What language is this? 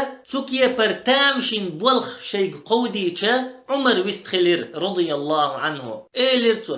Chechen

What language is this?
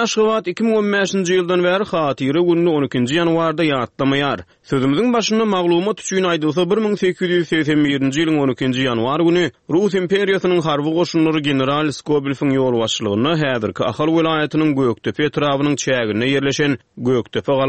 Turkmen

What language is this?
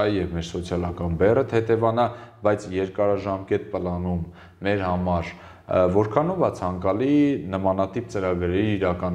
Armenian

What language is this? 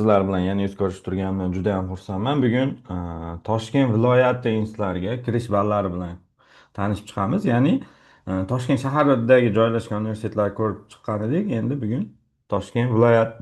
Uzbek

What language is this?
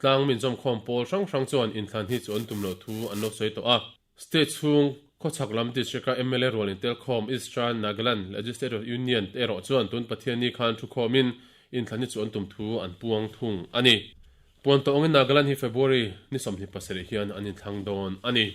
Mizo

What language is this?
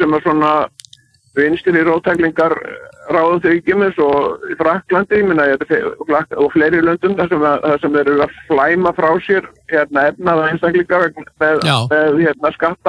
Icelandic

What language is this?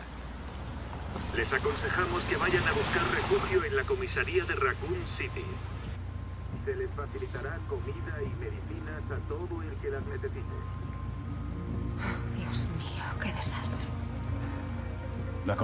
Spanish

